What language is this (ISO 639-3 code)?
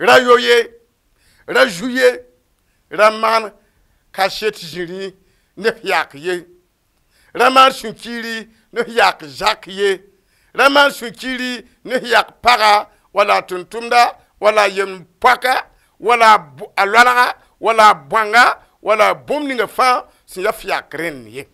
mos